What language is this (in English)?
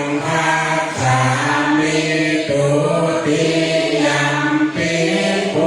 Pali